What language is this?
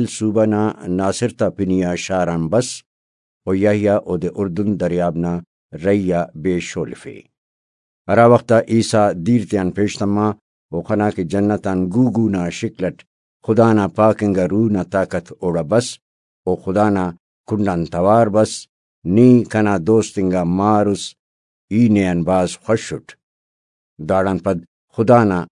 Brahui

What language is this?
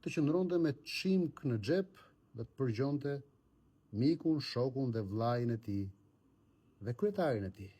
Albanian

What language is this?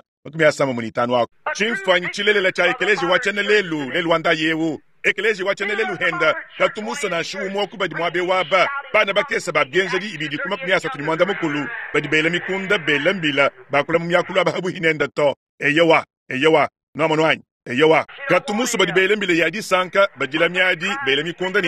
Luba-Lulua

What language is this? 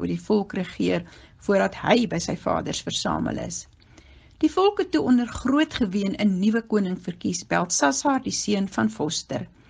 Afrikaans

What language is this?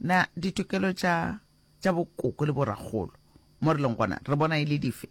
Northern Sotho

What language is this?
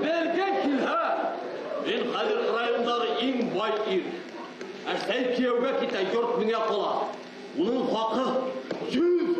Bashkir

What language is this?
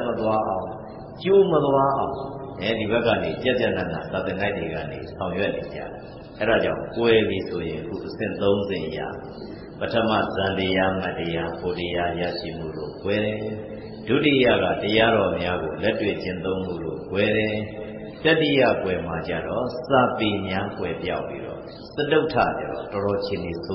Burmese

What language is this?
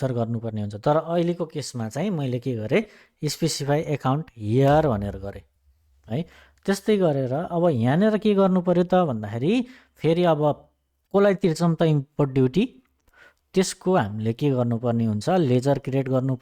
Nepali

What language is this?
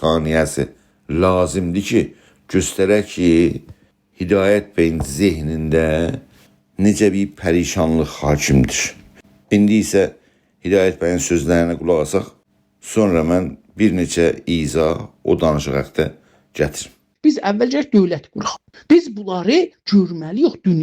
South Azerbaijani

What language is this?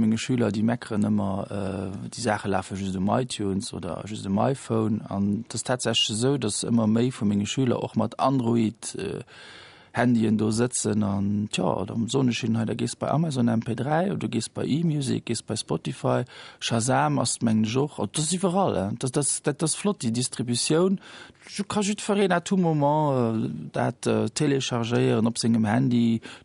Luxembourgish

